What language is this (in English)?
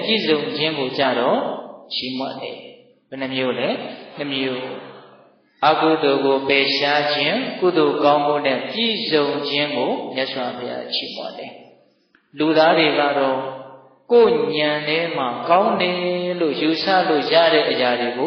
Burmese